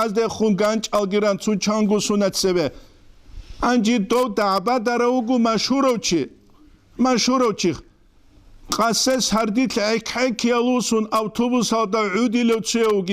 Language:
Avaric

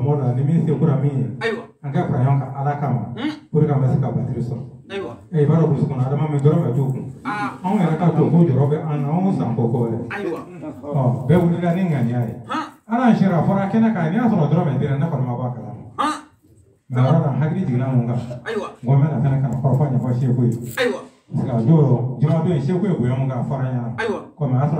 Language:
Bambara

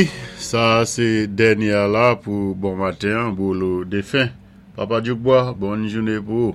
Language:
Saint Lucian Creole French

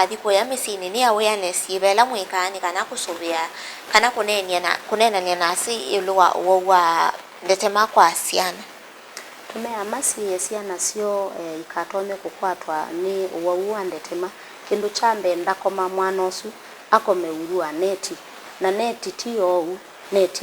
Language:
Kamba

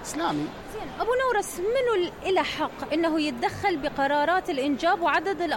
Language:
Mesopotamian Arabic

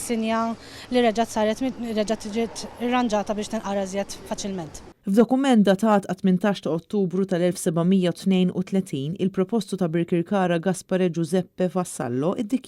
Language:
Maltese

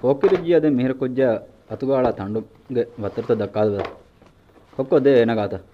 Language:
Divehi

